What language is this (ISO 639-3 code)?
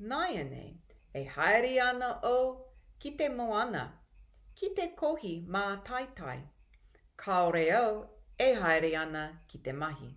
mri